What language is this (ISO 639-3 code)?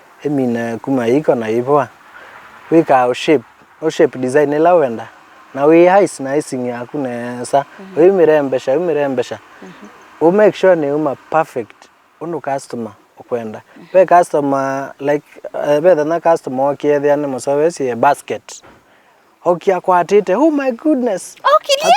kam